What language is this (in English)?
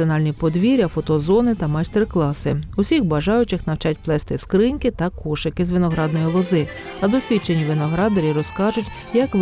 Ukrainian